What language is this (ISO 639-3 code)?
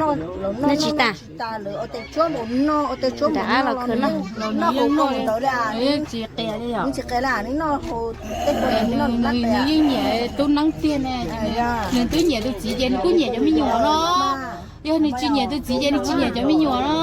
hmn